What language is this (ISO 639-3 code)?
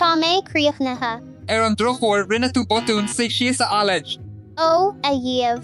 gle